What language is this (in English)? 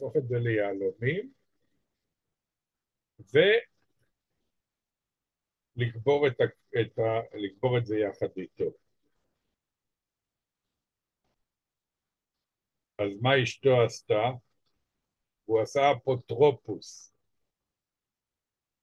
Hebrew